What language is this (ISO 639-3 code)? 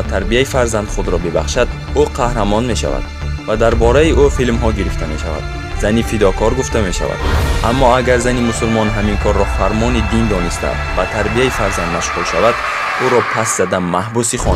tgk